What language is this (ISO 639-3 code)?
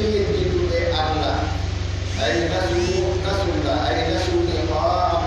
fuf